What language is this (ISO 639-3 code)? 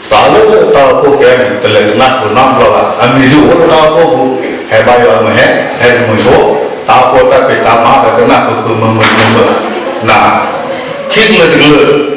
ksw